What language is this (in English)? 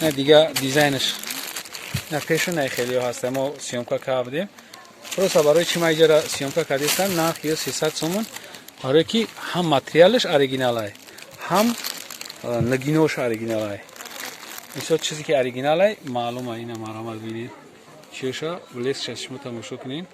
Tajik